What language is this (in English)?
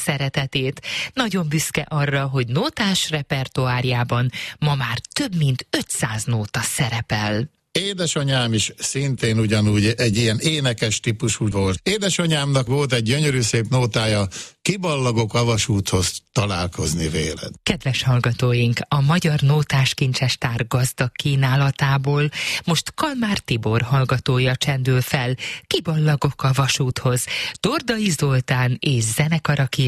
Hungarian